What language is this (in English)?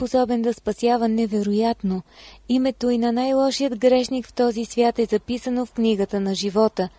Bulgarian